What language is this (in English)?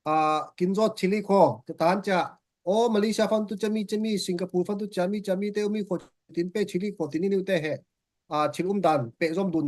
Falam Chin